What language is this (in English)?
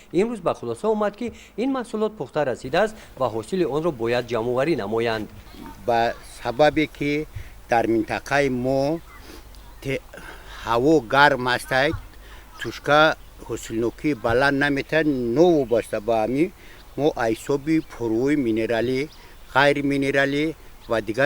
Tajik